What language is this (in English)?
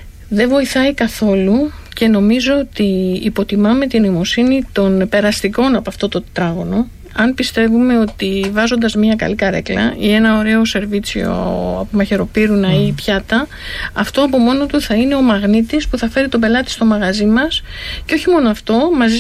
Greek